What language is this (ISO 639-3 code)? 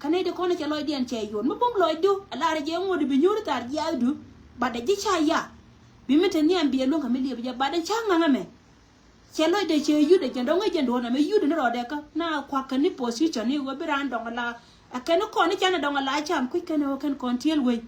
nus